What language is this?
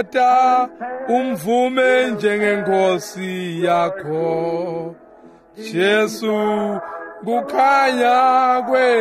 Swati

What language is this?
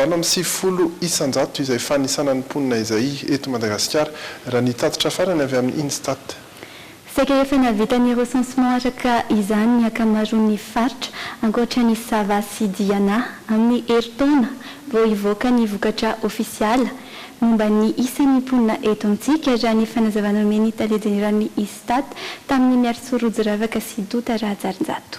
Malagasy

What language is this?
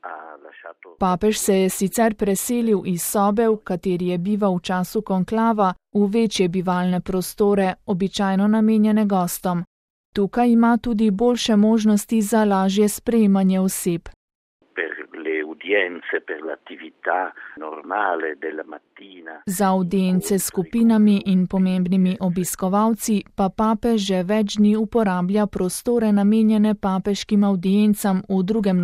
Slovenian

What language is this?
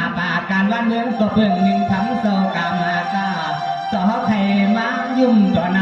Shan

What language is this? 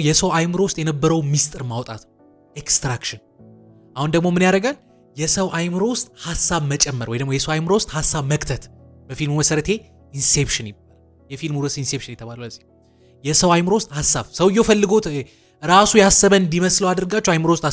Amharic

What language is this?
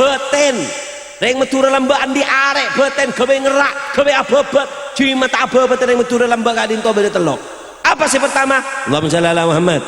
Madurese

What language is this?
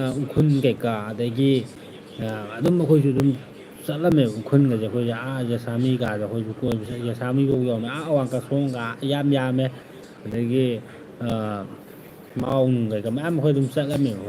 Manipuri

